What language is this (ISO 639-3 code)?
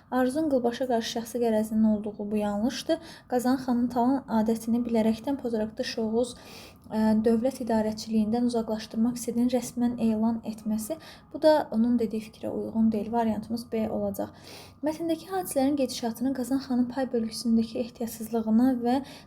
aze